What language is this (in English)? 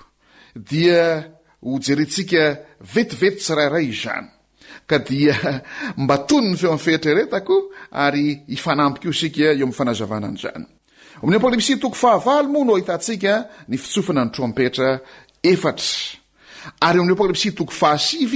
Malagasy